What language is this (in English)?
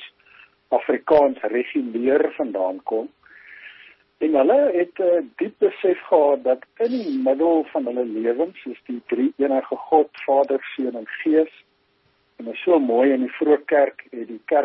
Afrikaans